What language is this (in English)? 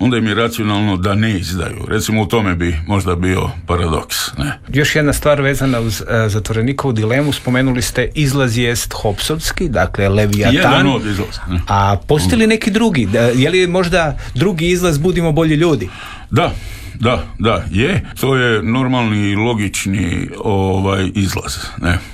Croatian